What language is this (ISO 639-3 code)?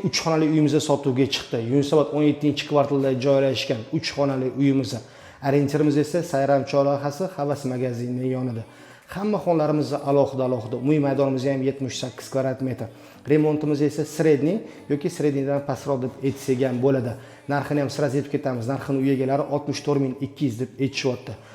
uzb